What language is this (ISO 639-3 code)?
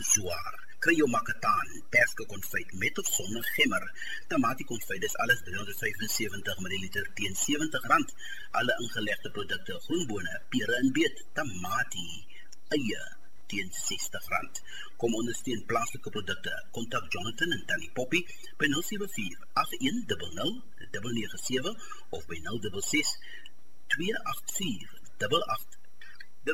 afr